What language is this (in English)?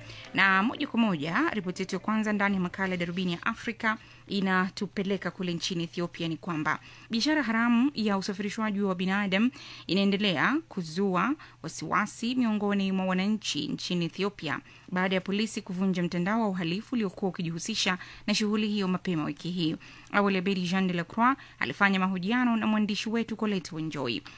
Swahili